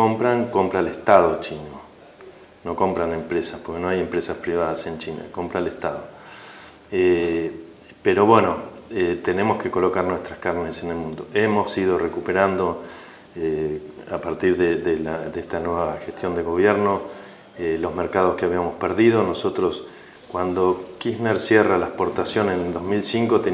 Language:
Spanish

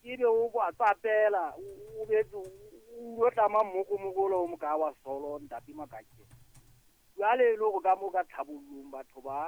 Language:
Southern Sotho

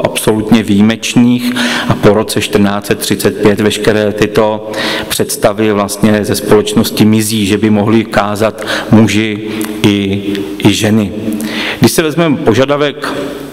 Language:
Czech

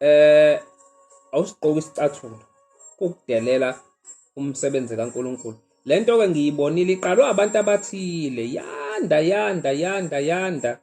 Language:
Zulu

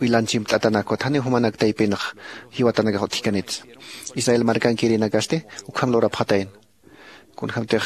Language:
Aymara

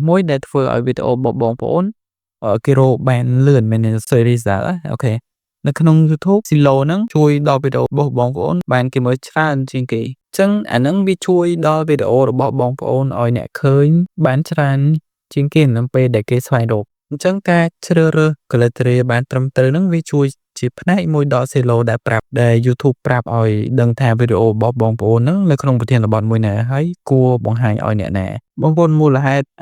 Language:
Khmer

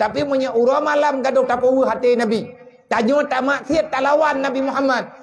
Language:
Achinese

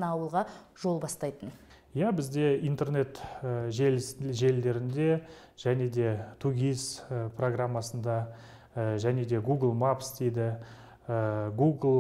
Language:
Kazakh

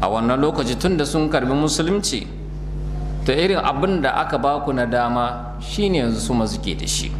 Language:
Hausa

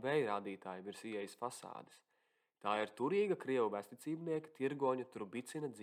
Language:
Latvian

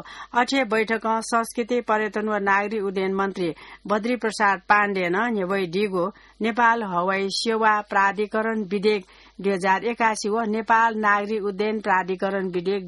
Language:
Newari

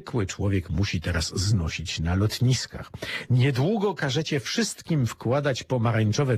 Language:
Polish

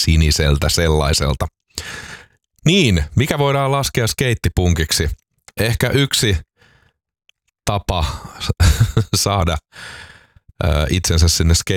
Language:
Finnish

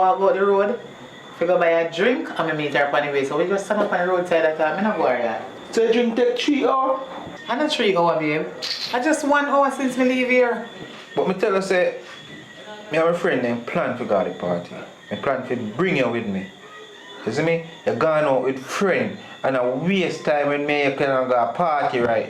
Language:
Jamaican Creole English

